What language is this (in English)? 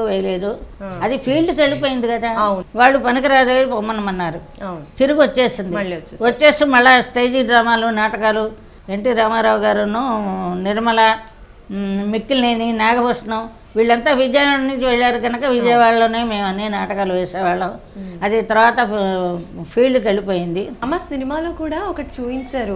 Telugu